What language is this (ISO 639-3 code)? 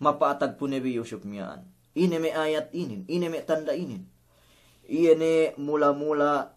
yka